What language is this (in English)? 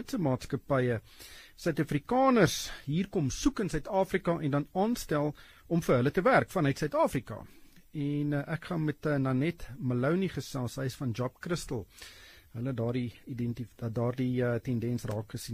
Afrikaans